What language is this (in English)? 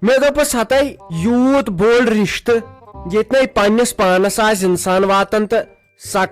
Kashmiri